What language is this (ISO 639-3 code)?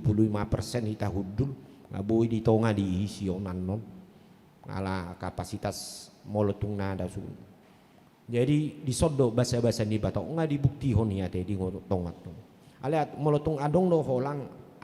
bbc